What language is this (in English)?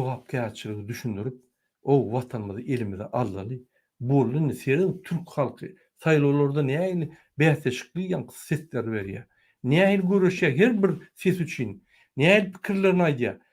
Turkmen